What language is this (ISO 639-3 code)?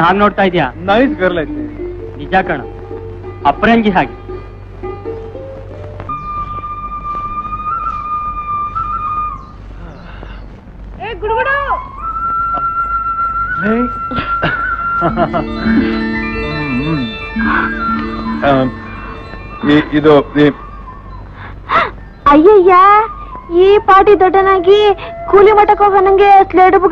kan